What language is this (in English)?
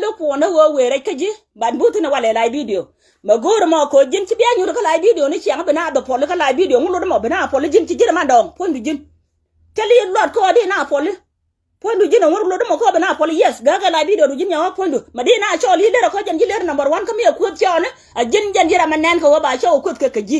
Nuer